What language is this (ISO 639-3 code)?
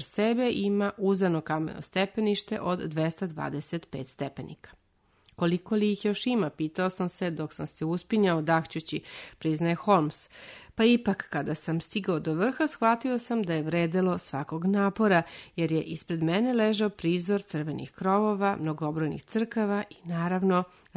srp